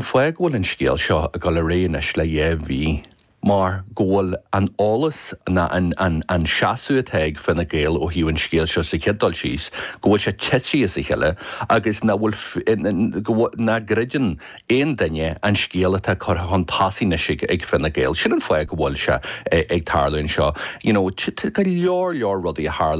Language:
Irish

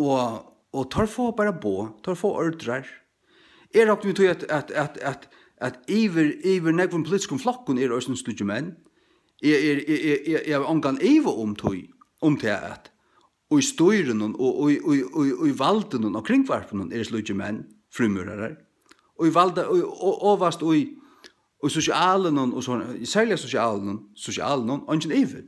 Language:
Faroese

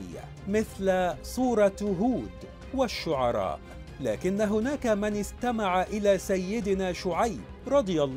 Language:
Arabic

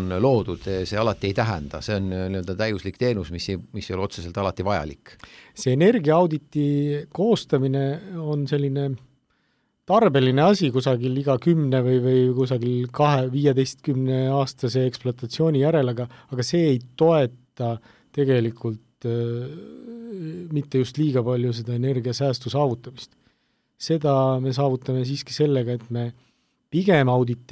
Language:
Estonian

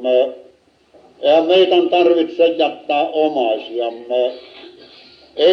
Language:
Finnish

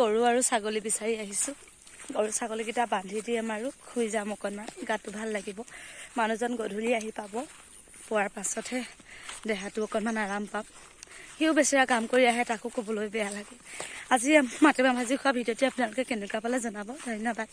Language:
Assamese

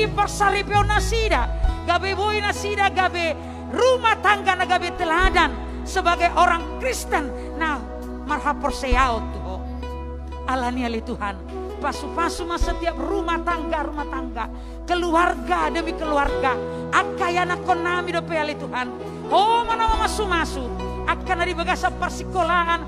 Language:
Batak Toba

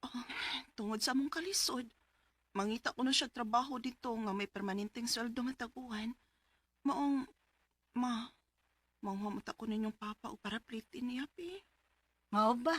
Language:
Cebuano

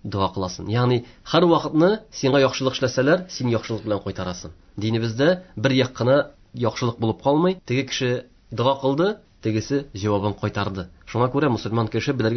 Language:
Tatar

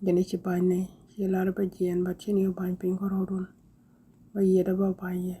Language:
Nuer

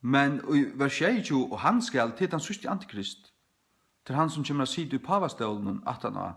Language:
Faroese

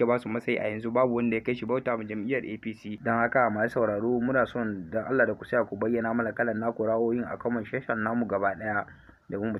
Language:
Hausa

